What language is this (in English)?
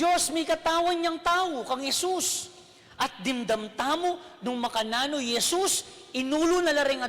Pampanga